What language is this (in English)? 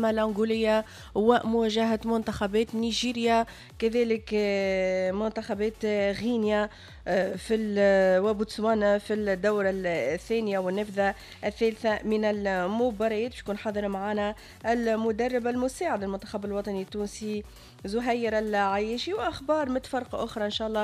Tunisian Arabic